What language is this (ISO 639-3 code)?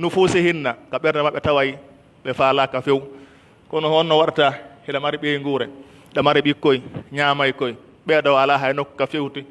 fuf